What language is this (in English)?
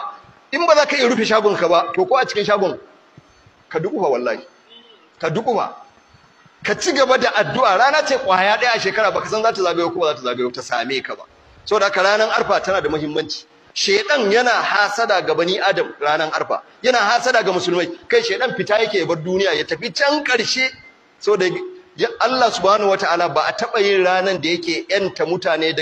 Hausa